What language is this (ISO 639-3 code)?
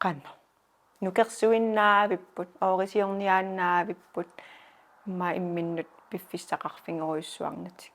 kal